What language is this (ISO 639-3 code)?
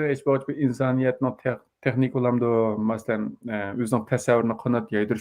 uig